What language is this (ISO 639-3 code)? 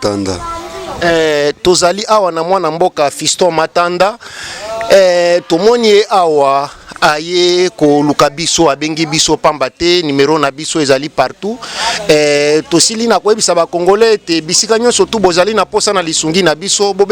lin